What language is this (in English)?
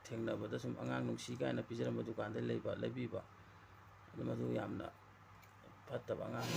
Manipuri